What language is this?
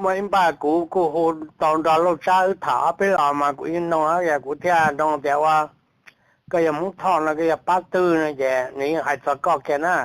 Hmong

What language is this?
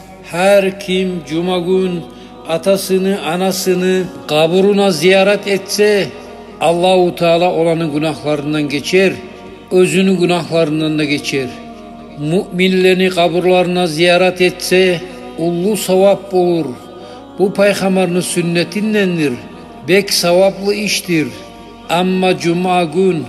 Kumyk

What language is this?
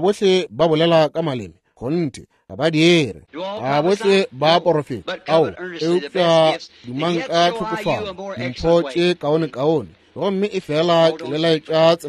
Northern Sotho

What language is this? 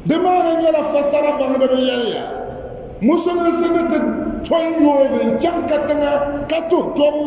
Dagbani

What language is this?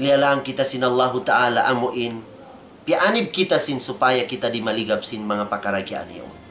Tausug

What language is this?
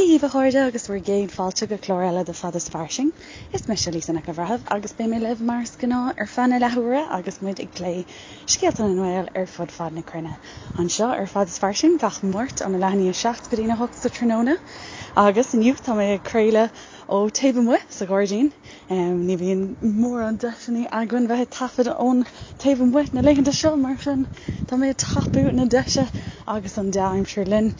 Irish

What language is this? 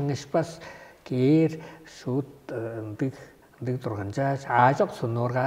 Tuvinian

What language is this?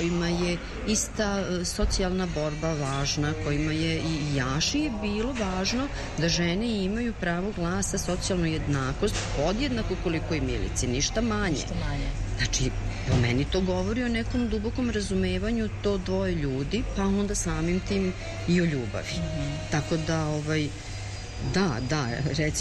Serbian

